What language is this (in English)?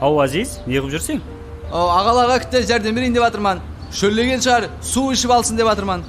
Kara-Kalpak